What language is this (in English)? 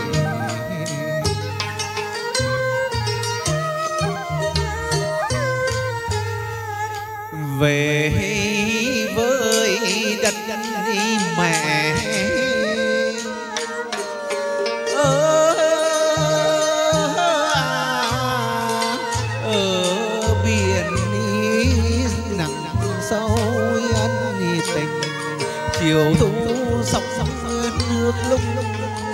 Vietnamese